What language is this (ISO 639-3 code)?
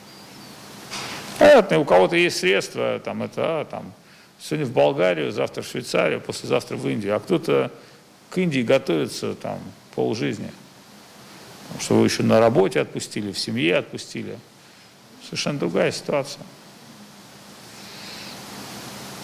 rus